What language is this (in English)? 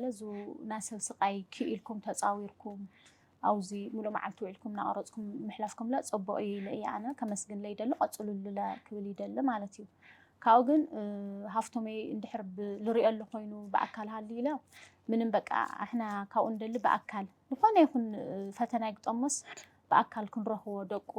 Tigrinya